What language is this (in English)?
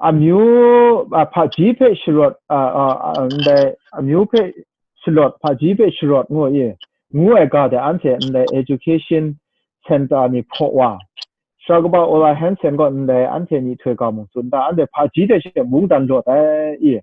Kachin